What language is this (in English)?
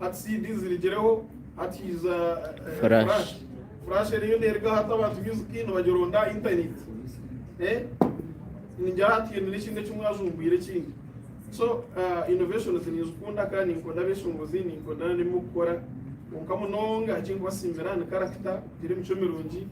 Nyankole